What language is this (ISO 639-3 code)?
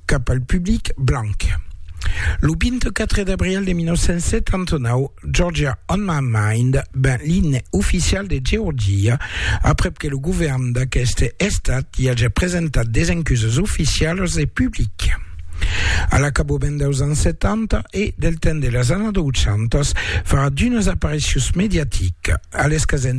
fra